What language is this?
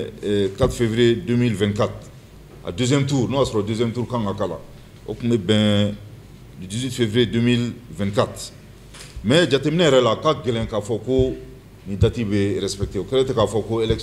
Bambara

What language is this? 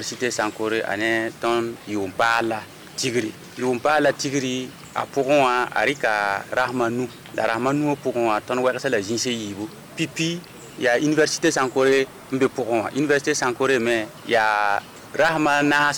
Mossi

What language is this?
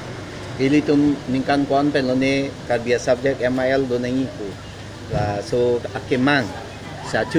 Karbi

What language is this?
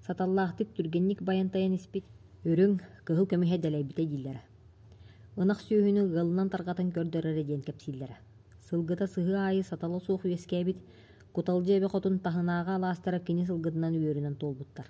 Yakut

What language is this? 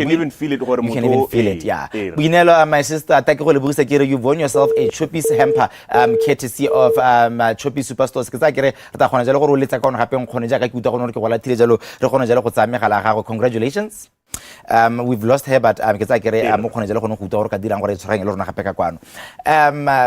Tswana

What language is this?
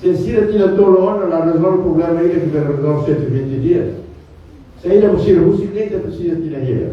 Tetum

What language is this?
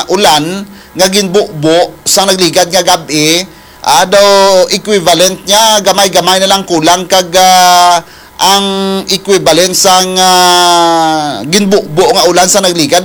Hiligaynon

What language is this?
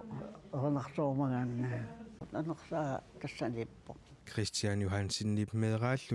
Kalaallisut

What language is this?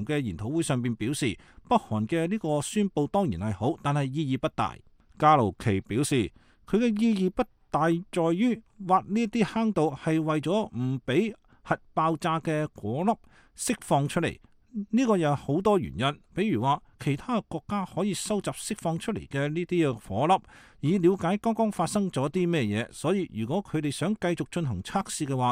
Cantonese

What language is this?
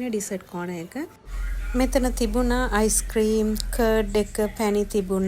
Sinhala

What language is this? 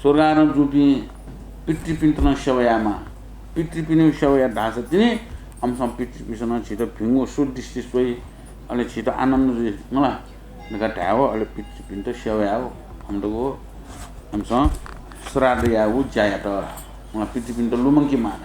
Newari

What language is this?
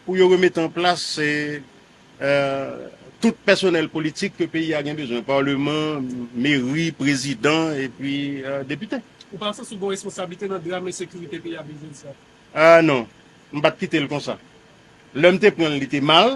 Haitian Creole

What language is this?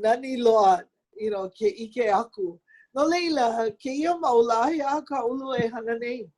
Hawaiian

